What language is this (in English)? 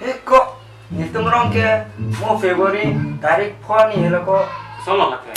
Karbi